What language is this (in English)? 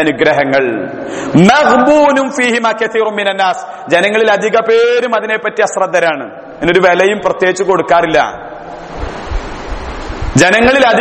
Malayalam